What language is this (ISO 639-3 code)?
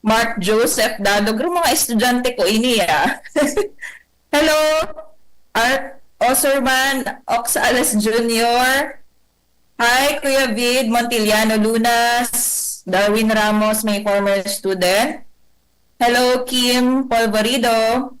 bik